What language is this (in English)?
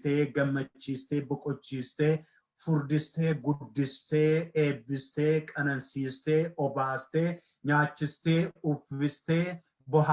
Oromo